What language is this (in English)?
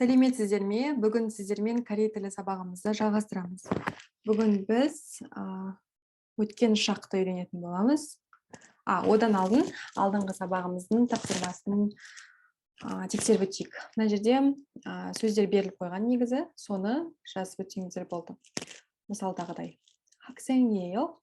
Kazakh